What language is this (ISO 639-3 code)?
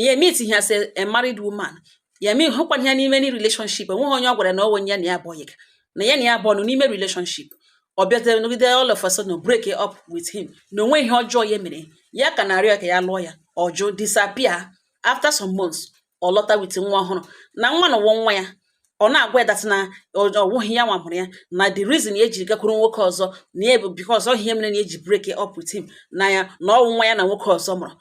ibo